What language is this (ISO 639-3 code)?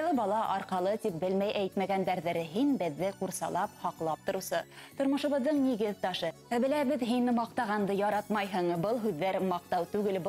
bak